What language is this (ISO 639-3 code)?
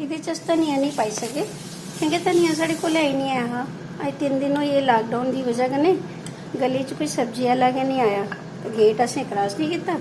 doi